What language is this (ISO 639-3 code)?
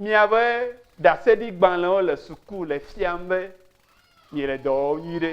ewe